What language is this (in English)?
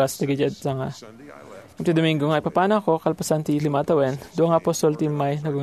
Iloko